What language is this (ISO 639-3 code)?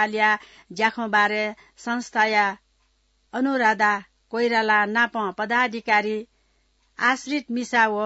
new